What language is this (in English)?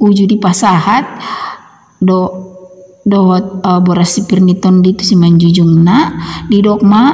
Batak Toba